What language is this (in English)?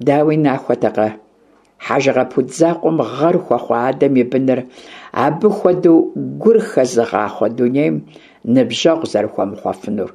Kabardian